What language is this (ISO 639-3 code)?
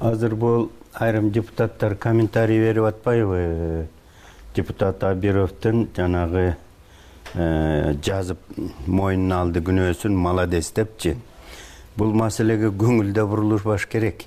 kir